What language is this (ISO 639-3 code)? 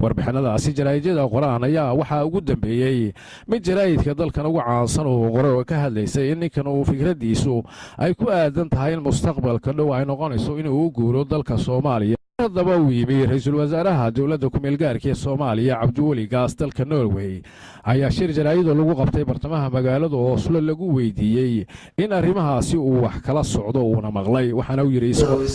som